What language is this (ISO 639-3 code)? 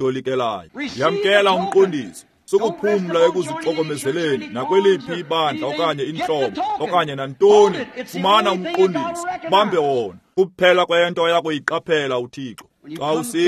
xho